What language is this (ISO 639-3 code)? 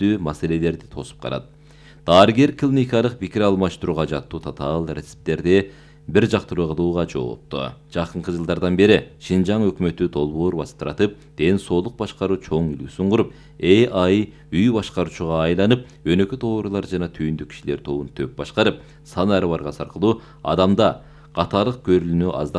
kir